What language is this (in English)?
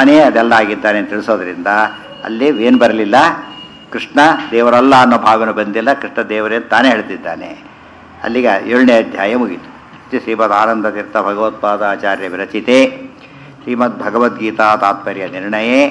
Kannada